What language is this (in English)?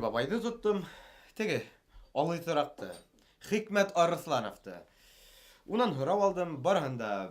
Bashkir